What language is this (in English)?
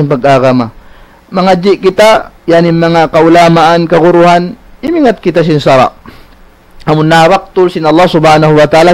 Tausug